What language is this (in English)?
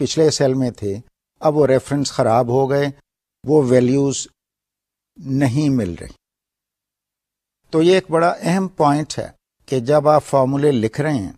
Urdu